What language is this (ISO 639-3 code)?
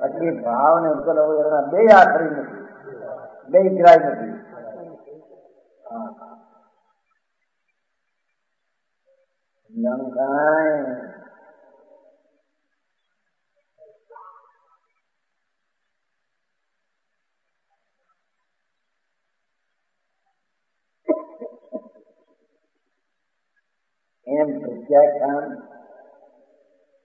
guj